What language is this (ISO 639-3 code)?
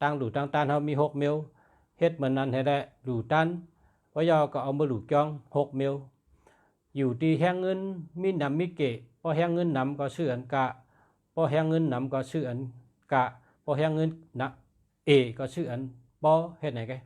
shn